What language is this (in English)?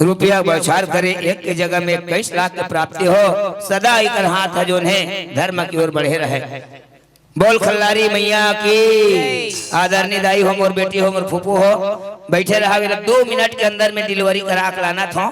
Chhattisgarhi